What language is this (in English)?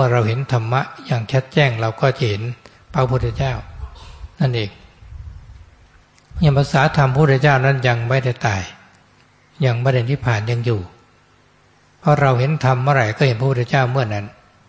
Thai